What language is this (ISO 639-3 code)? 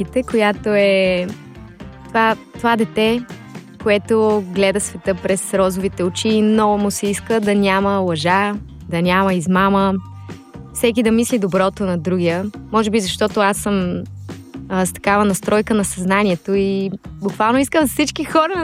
bul